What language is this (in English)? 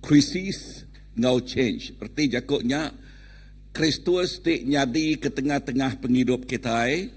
Iban